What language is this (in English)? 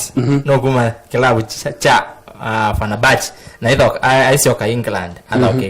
Kamba